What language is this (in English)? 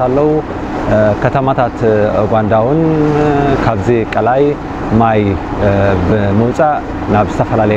Tigrinya